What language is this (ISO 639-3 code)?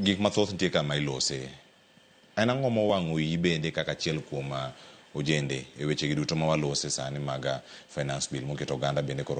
luo